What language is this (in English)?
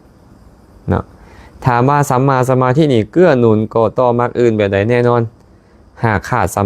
Lao